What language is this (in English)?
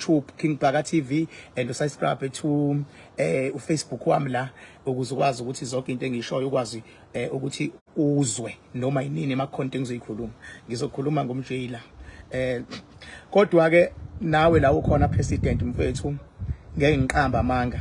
Zulu